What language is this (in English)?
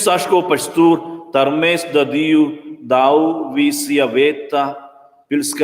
Romansh